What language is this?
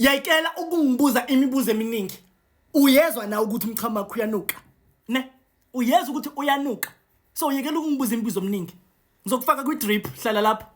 Zulu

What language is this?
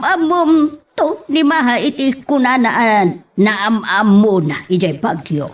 Iloko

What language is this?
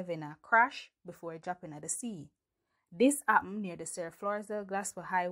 Jamaican Creole English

